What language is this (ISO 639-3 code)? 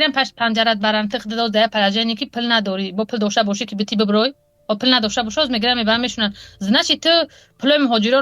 tgk